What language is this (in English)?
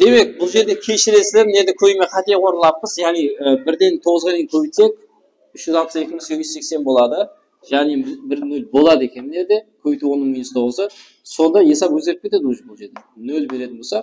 Kara-Kalpak